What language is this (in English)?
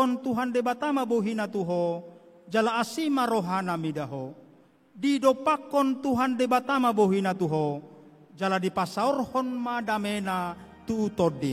Batak Toba